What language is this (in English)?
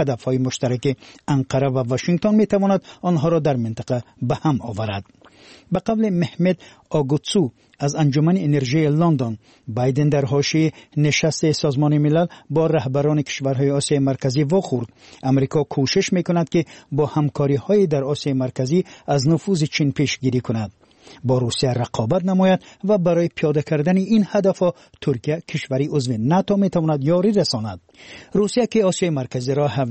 Persian